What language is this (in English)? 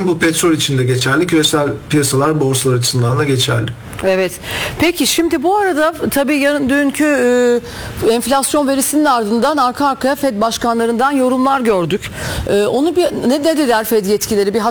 Turkish